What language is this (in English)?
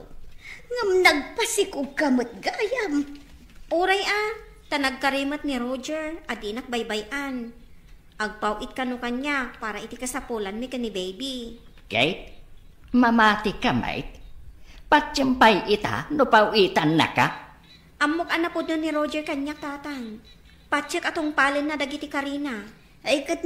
Iloko